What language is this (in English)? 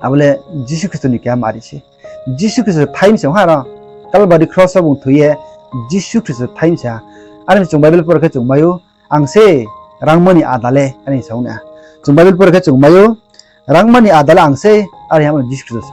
Riang (India)